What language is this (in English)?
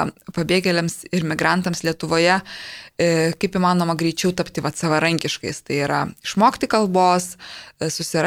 Lithuanian